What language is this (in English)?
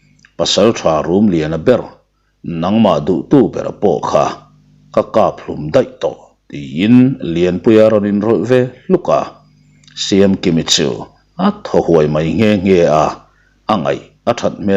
Mizo